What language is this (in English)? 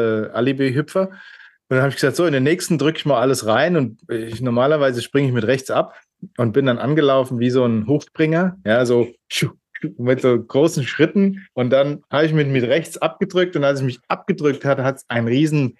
German